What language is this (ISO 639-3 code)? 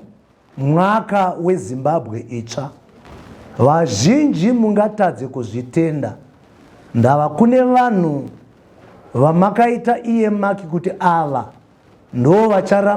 sna